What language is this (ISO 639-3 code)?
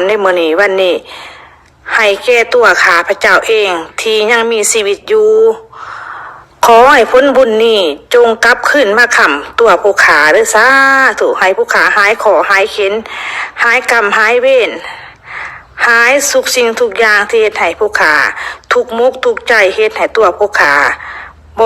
lao